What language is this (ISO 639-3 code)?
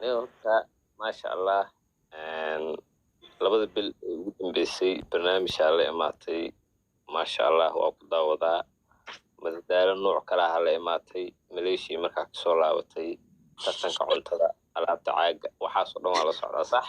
som